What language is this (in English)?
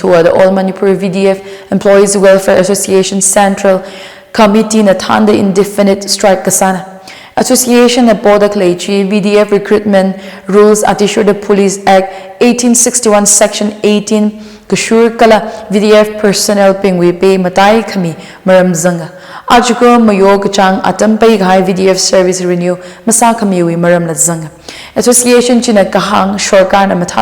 Tangkhul Naga (India)